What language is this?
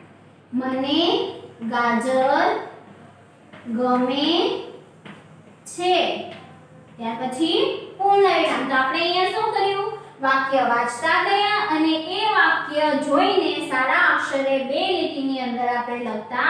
Gujarati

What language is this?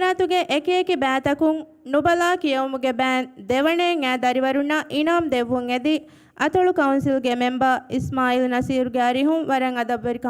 Divehi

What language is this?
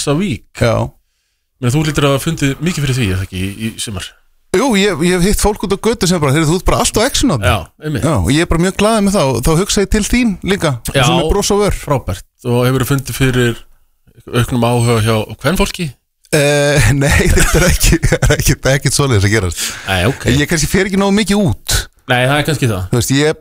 Icelandic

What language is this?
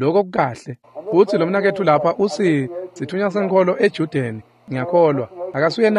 Swati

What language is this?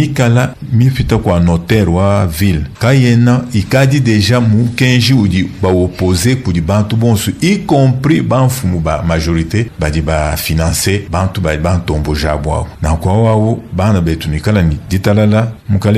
Luba-Lulua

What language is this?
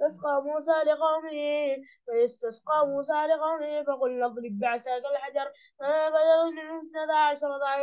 Arabic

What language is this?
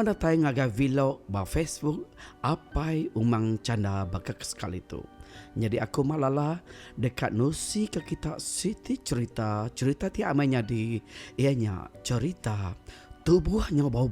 Iban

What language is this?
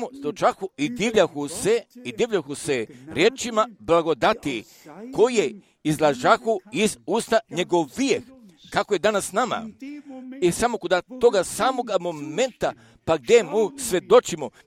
Serbian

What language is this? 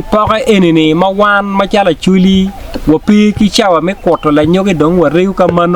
Acoli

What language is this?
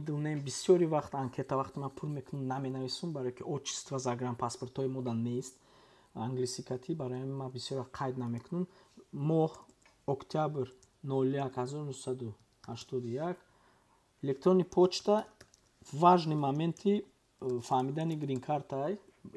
Tajik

